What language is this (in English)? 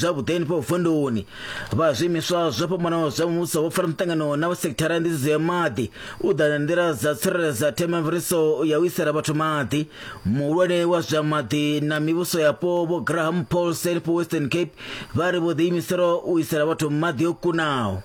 Venda